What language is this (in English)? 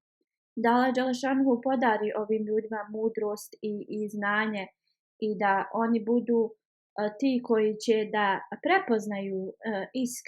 Bosnian